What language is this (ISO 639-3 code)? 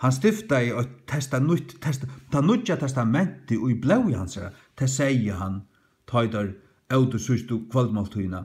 fao